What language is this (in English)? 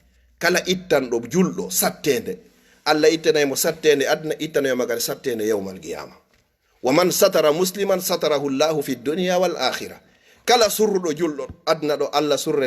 Fula